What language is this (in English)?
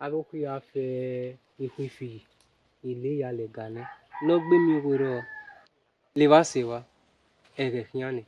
Bini